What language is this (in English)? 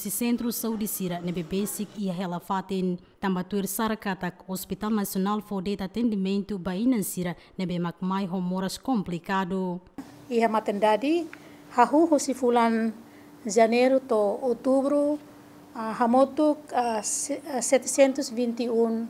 Tetum